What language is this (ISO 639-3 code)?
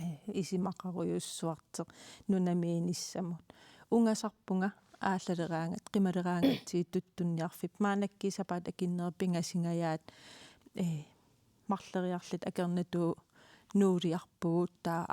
kal